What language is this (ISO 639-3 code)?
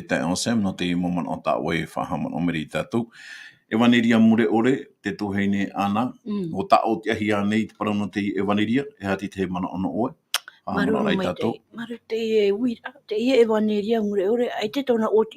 tah